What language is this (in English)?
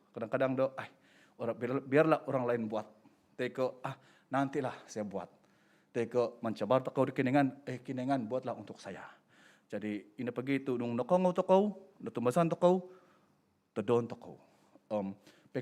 Central Dusun